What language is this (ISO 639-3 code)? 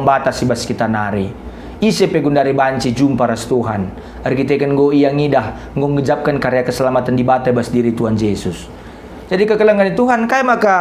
btx